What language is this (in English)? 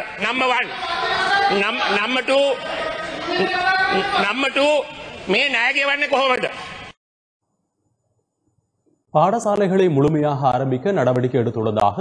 Tamil